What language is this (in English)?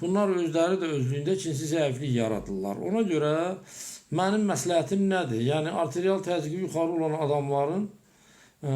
Azerbaijani